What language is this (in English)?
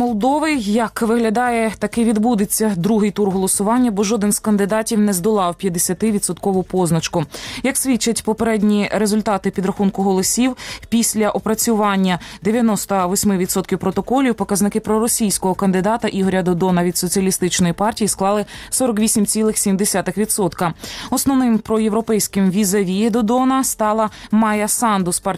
Ukrainian